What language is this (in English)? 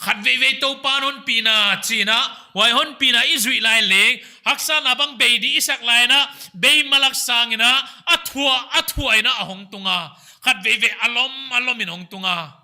Paite Chin